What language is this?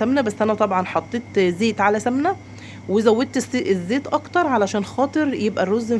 Egyptian Arabic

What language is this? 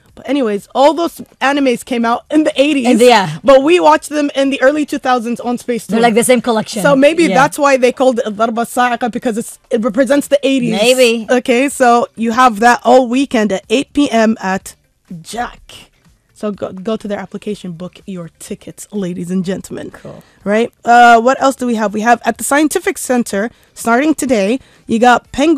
English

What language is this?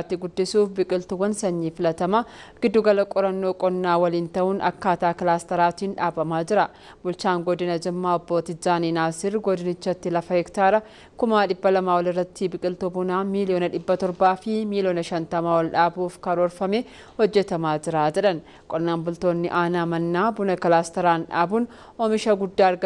Oromo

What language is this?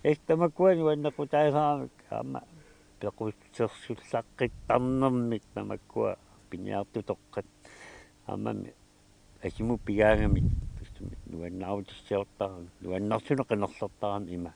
Kalaallisut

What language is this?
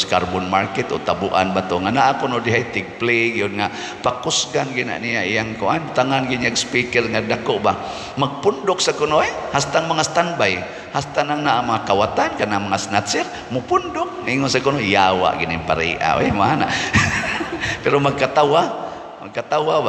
Cebuano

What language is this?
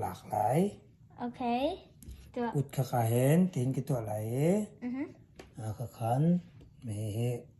Hakha Chin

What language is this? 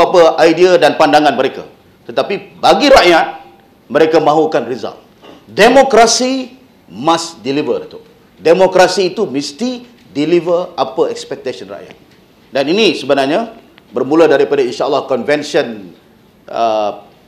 Malay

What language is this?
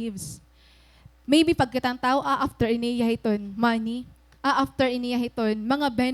Waray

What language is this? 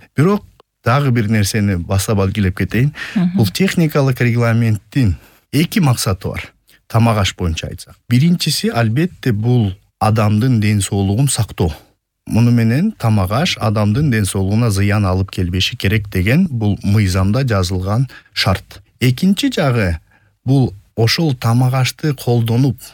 Kyrgyz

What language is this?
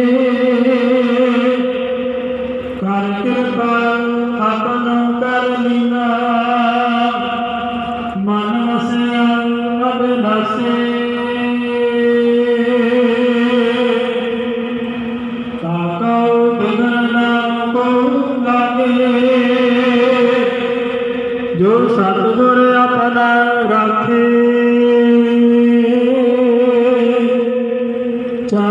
Punjabi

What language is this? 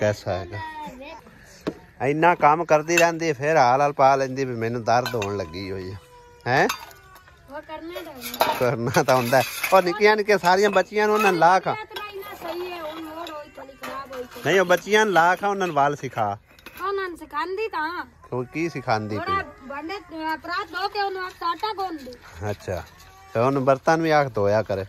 Punjabi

